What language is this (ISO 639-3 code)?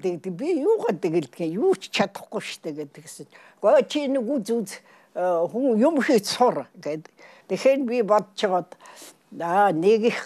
mon